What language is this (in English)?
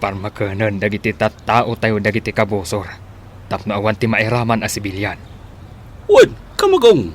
Iloko